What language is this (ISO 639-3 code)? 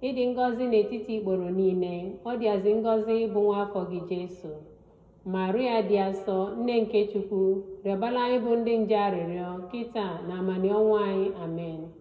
ibo